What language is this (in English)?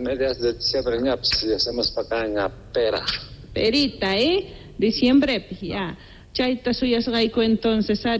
South Bolivian Quechua